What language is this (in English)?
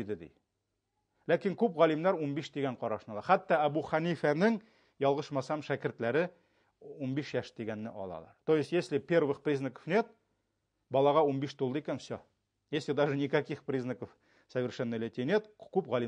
Tatar